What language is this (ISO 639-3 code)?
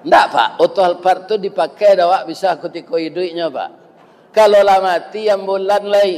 min